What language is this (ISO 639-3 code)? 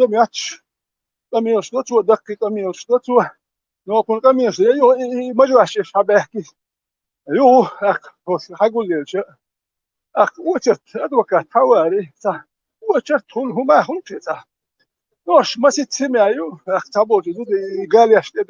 che